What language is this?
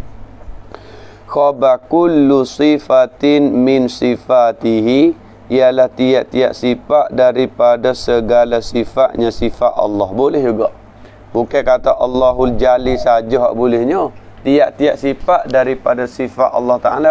Malay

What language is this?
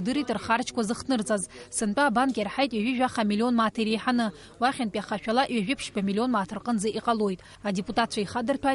Abkhazian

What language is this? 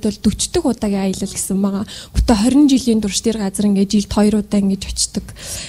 Mongolian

